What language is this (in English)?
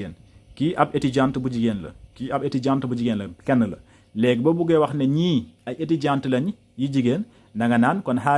Wolof